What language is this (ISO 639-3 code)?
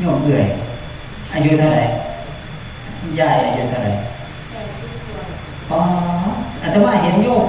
tts